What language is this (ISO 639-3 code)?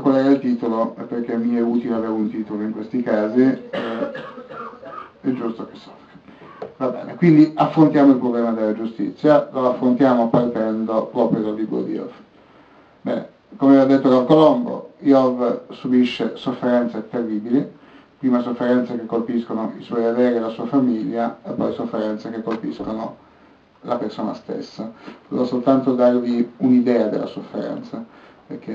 ita